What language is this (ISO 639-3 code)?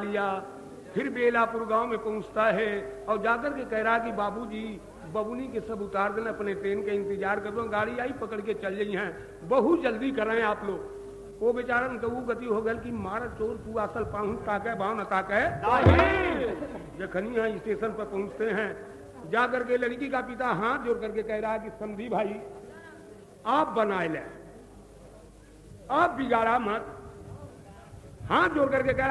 bho